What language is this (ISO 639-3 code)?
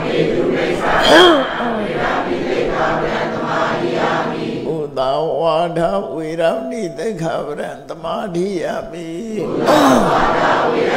mya